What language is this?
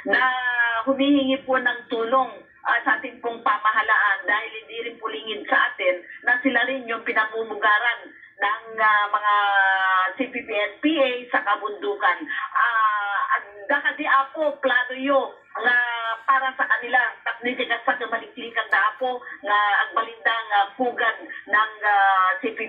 Filipino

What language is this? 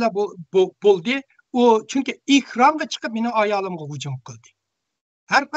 Uyghur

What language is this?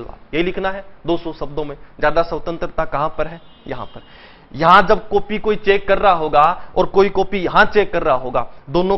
Hindi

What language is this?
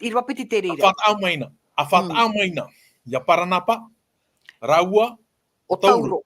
Tahitian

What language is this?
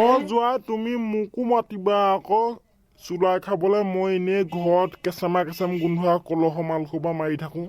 Assamese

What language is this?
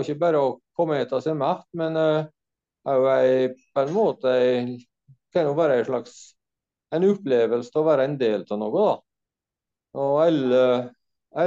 Norwegian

